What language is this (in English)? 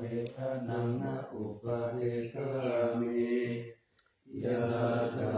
Pali